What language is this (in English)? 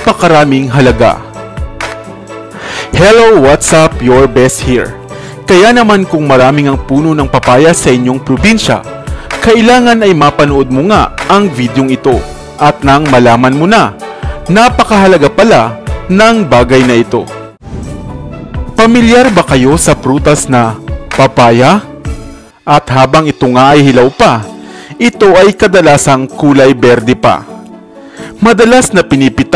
Filipino